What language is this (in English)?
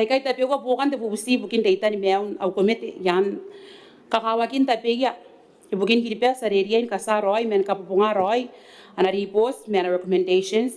Gilbertese